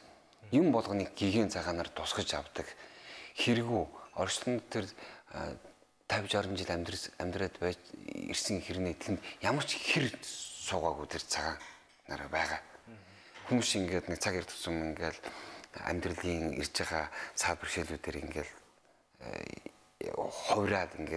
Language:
Mongolian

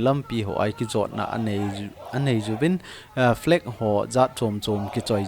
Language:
Thado Chin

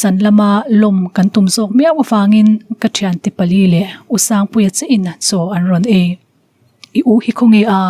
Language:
Mizo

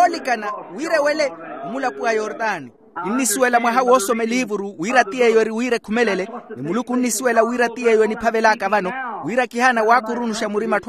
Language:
Makhuwa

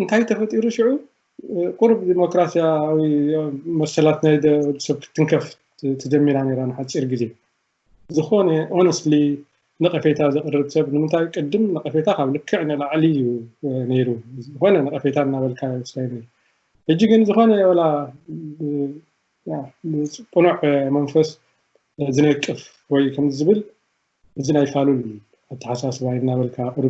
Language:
Tigrinya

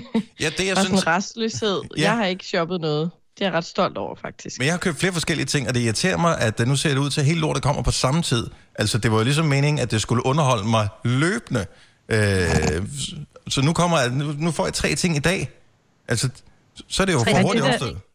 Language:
Danish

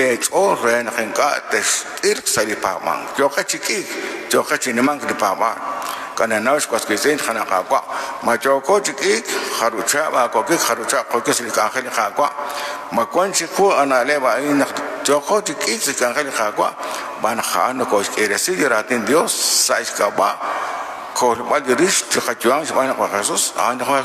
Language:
Kekchí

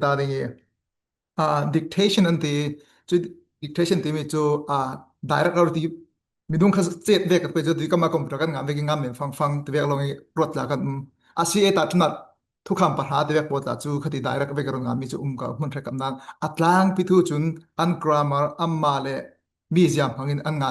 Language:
Falam Chin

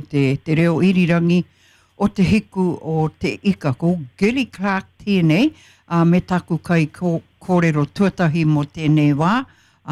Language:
Māori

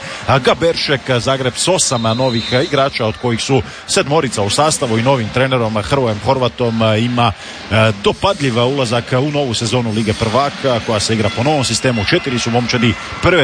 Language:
Croatian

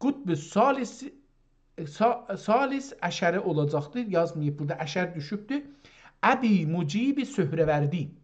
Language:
South Azerbaijani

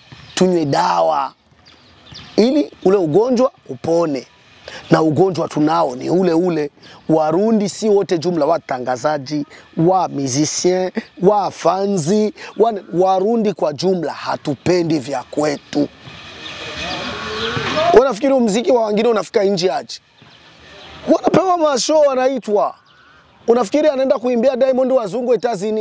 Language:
Swahili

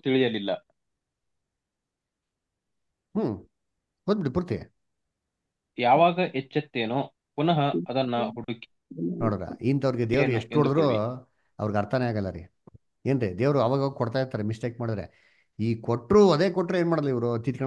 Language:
Kannada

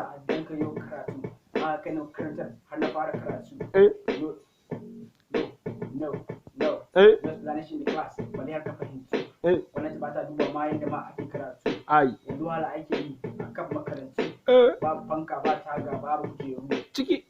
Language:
Hausa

